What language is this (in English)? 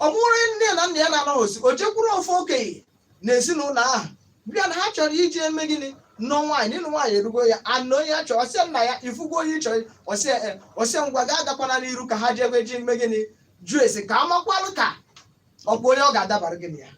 Igbo